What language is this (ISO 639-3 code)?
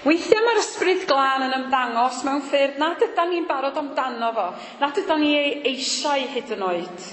cym